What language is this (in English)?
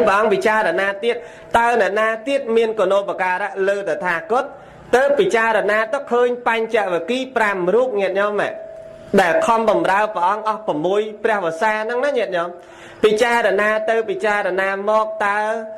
Khmer